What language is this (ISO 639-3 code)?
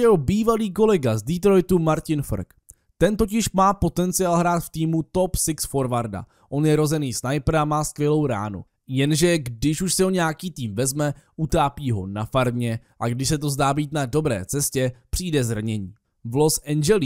ces